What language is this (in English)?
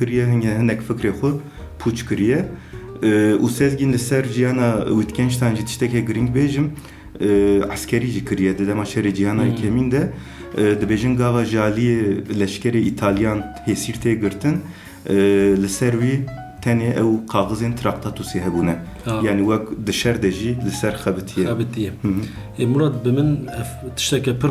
Kurdish